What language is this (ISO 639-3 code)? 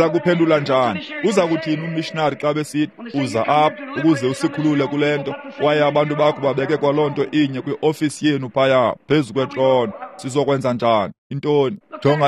xho